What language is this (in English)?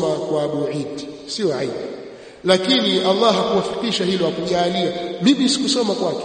Swahili